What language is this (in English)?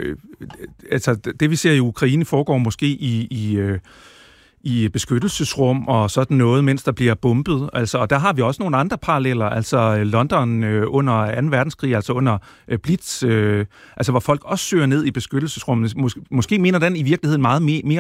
Danish